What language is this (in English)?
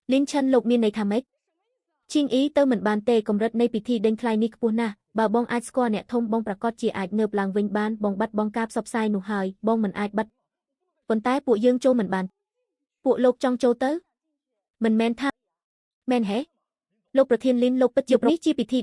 Khmer